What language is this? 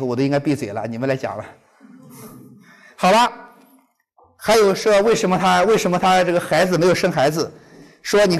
Chinese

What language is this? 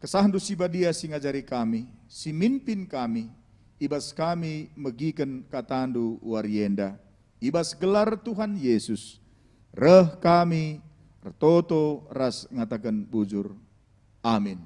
Batak Karo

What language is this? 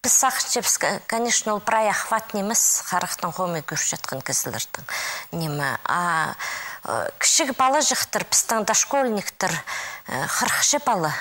Khakas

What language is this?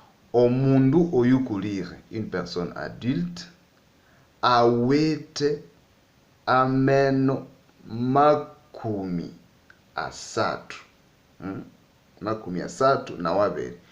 Nande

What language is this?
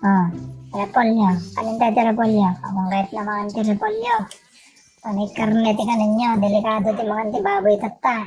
Iloko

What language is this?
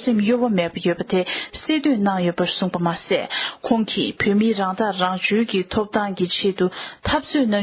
Tibetan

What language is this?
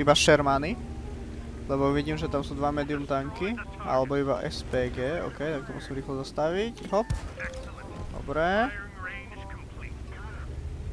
Slovak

